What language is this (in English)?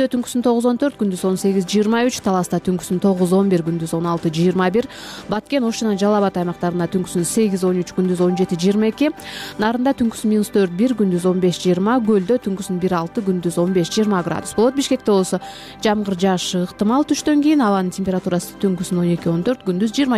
Kyrgyz